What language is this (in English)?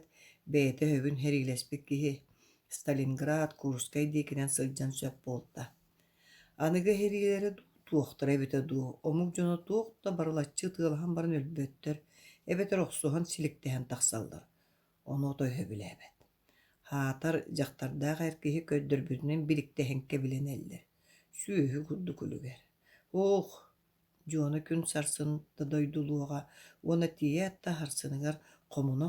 Yakut